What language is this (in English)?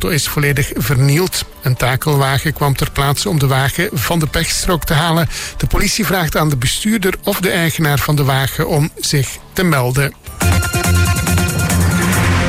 Dutch